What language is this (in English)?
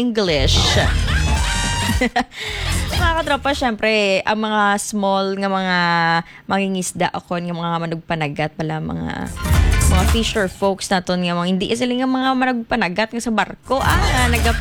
Hiligaynon